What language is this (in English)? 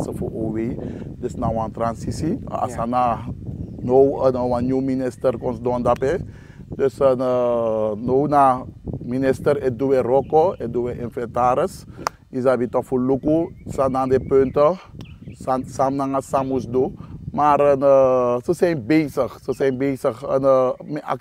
Sranan Tongo